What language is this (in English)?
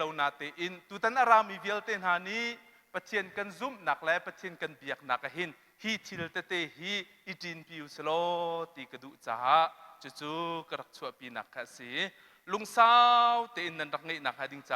Hakha Chin